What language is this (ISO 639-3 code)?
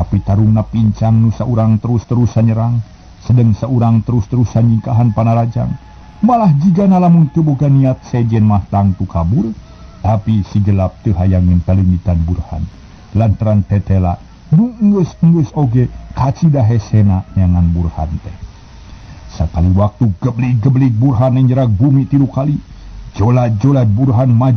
sun